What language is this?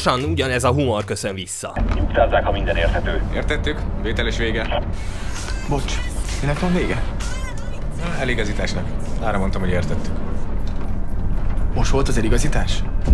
Hungarian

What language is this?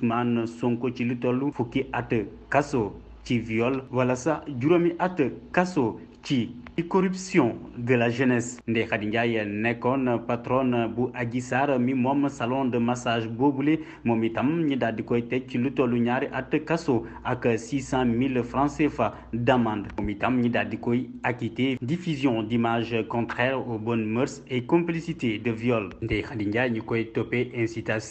Wolof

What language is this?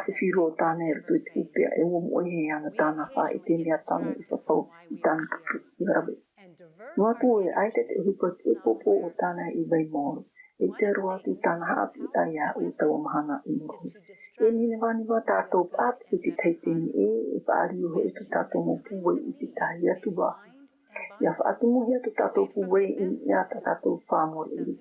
Tahitian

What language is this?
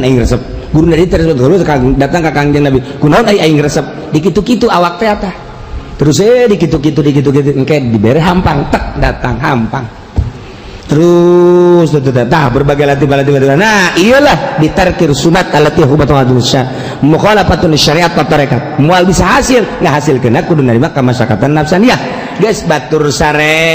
Sundanese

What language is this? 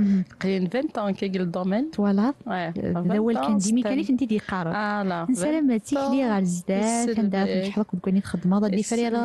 Kabyle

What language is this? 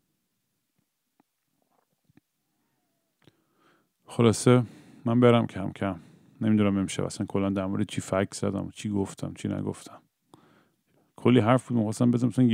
Persian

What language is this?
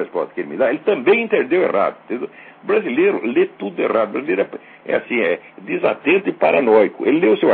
Portuguese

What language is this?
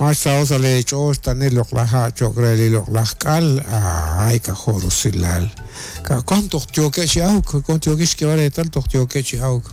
Kekchí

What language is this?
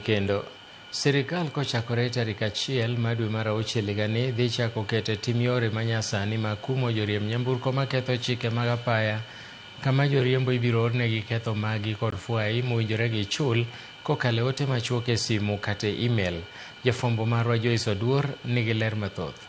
Luo (Kenya and Tanzania)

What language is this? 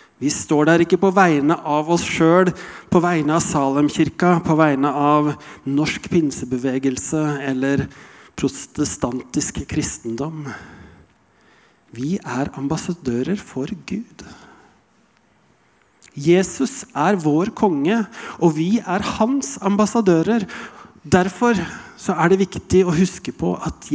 Norwegian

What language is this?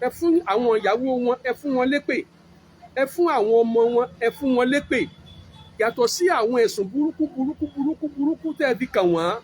Yoruba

